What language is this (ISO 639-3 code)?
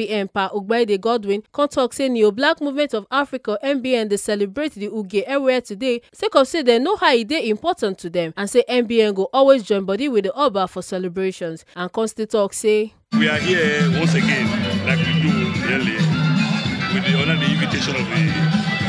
pcm